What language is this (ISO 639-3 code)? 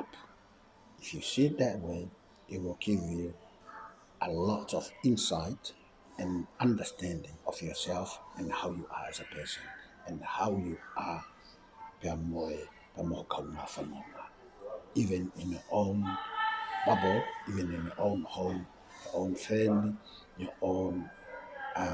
ton